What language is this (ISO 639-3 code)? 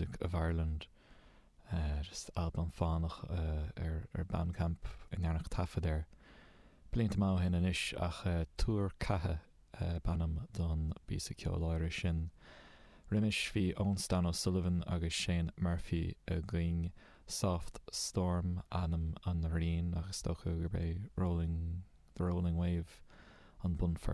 gle